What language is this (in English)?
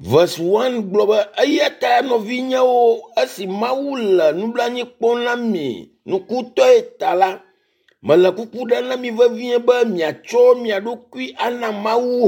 Ewe